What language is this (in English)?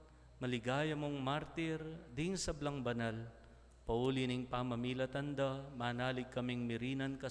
Pampanga